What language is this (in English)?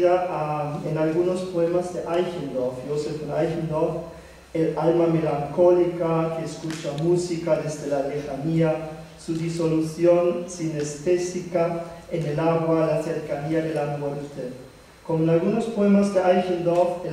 Spanish